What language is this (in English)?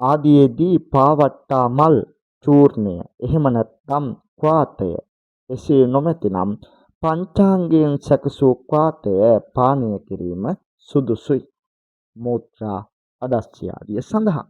Sinhala